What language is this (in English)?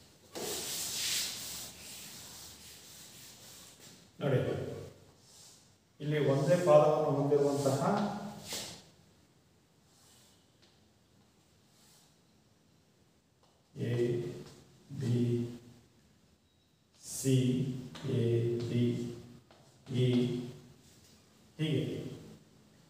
Kannada